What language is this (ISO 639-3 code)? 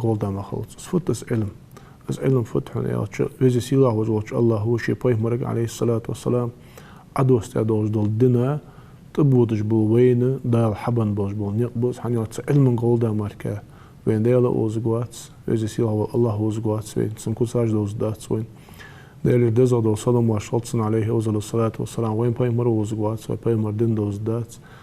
inh